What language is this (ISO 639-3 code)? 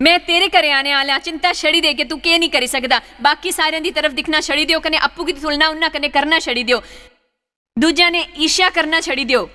doi